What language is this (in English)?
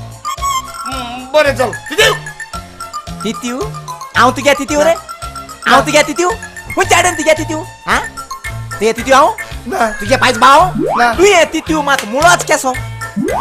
Konkani